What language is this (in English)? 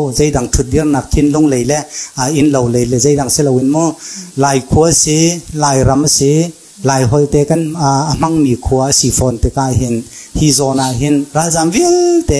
Hakha Chin